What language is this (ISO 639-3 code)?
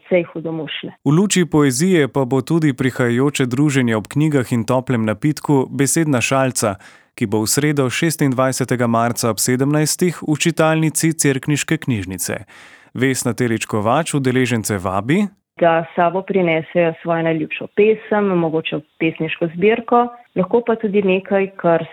slv